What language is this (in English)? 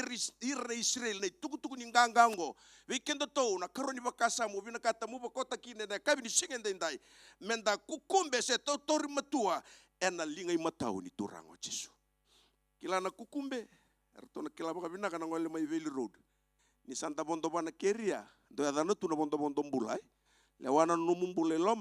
Fijian